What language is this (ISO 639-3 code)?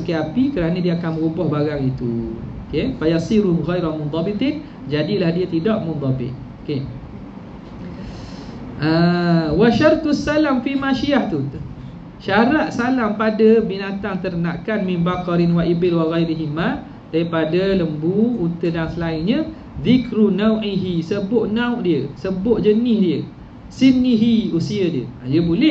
msa